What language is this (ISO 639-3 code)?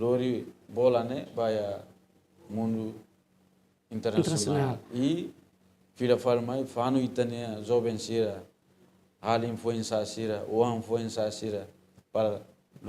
tet